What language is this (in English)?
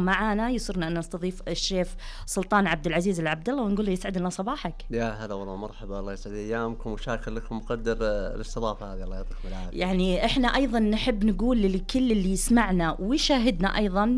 Najdi Arabic